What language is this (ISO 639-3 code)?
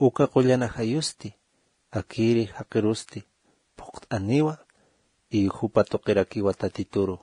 aym